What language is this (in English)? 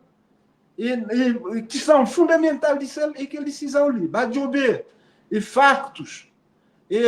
Kabuverdianu